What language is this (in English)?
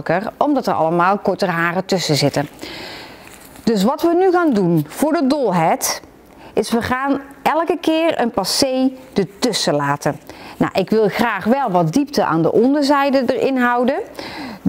Dutch